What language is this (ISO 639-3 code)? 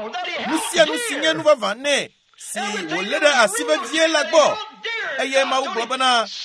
ewe